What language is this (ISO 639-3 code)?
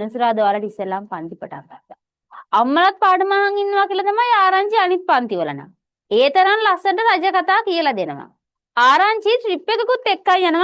sin